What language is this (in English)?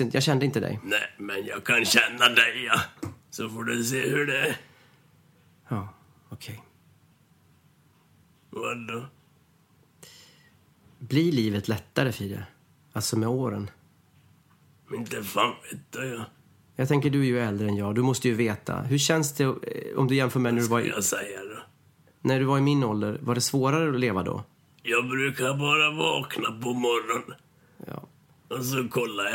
Swedish